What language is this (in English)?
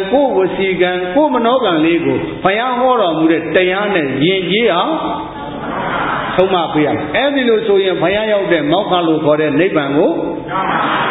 Burmese